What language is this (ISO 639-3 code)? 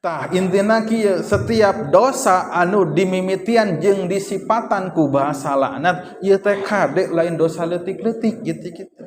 sun